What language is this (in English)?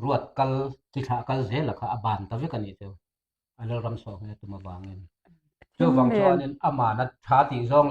Mizo